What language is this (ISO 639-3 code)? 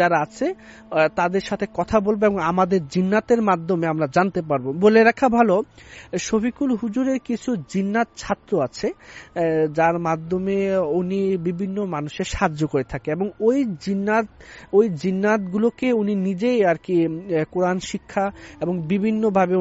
ben